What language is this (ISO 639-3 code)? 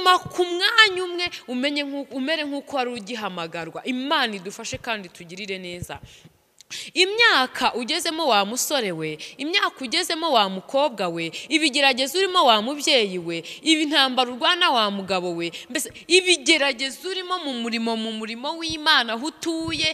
kin